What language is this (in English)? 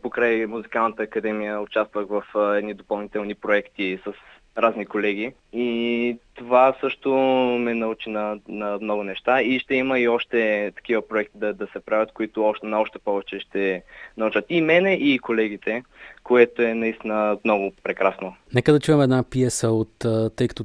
Bulgarian